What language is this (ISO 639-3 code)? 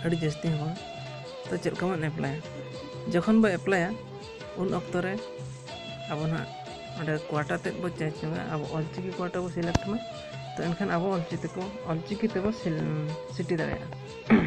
sat